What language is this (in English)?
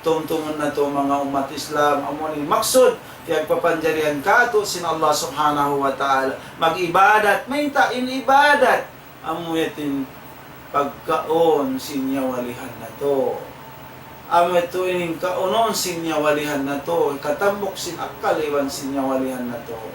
Tausug